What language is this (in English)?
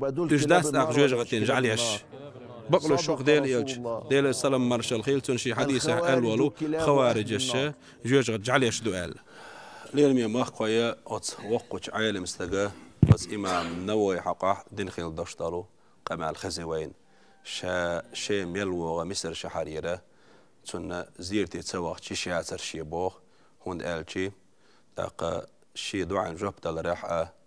Chechen